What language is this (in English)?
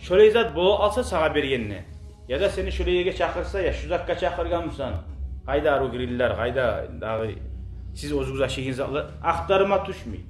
Kumyk